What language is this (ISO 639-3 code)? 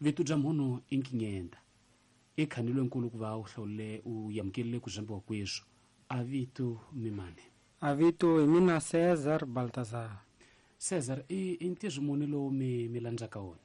tso